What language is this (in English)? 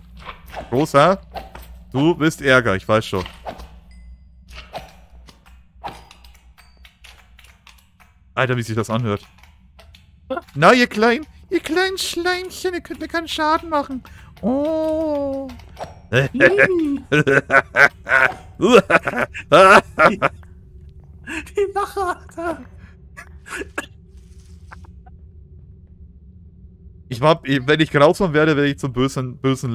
German